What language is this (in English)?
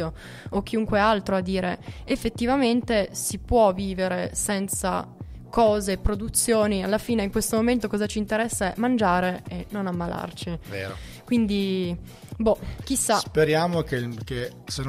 Italian